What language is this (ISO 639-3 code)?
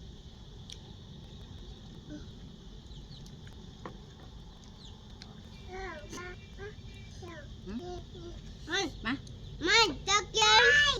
tts